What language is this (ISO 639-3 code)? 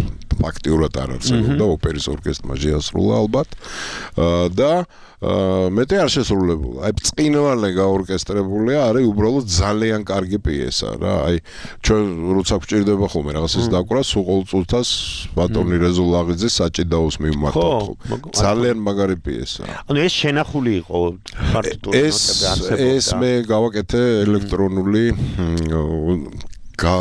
kat